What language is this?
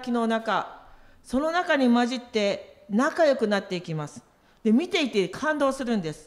Japanese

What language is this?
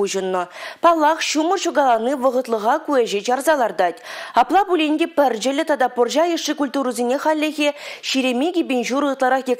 Chuvash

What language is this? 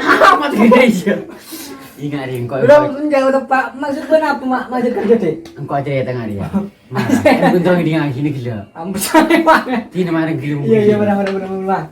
Madurese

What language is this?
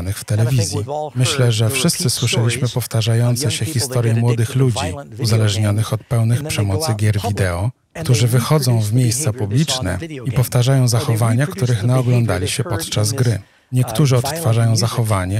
Polish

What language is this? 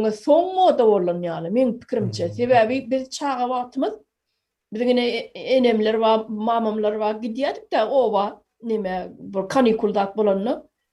Turkmen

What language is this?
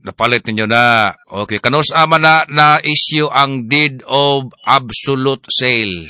Cebuano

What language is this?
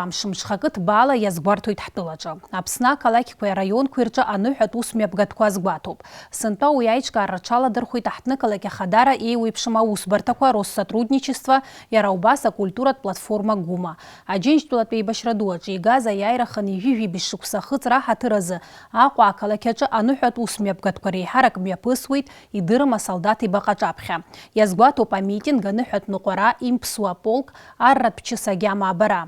Abkhazian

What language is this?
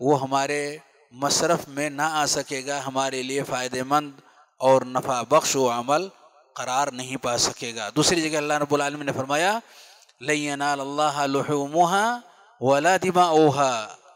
Urdu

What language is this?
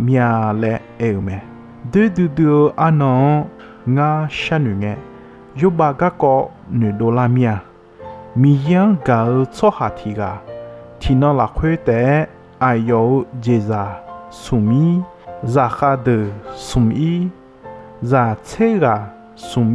Akha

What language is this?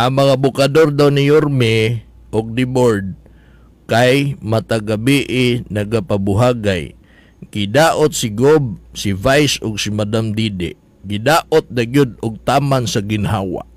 Cebuano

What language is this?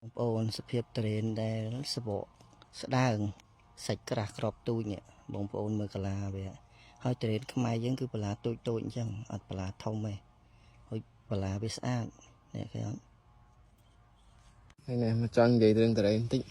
Khmer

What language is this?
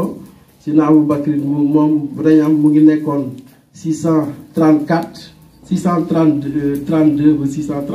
Wolof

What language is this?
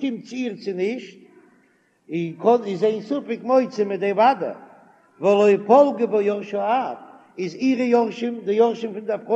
Yiddish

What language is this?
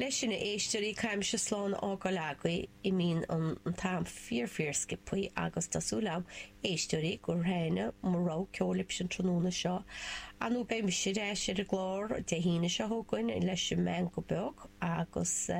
Irish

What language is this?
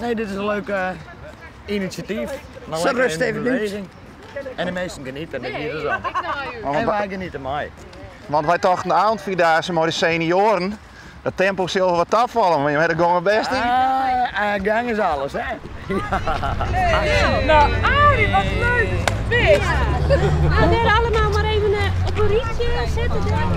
Western Frisian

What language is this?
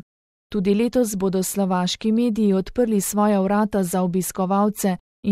Slovenian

